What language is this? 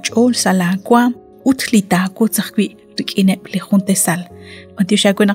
Kekchí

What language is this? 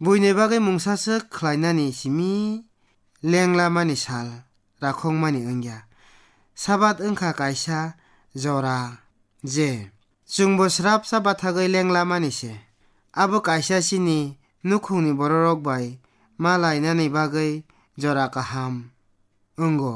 Kok Borok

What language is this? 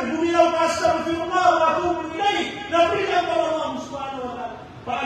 Maranao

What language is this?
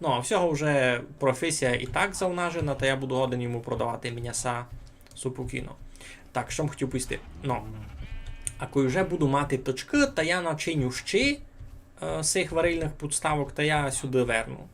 Rusyn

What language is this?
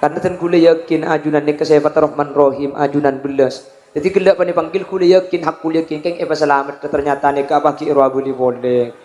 Madurese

